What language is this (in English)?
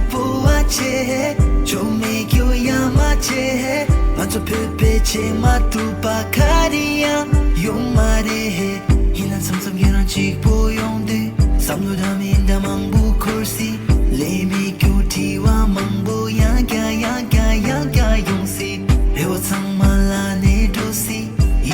Tibetan